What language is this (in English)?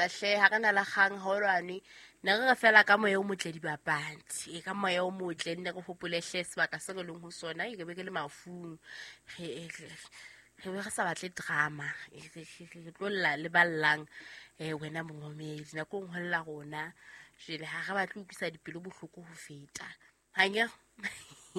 Southern Sotho